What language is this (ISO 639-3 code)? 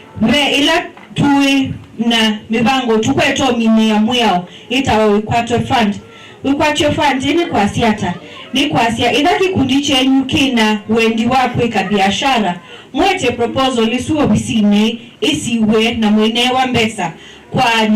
kam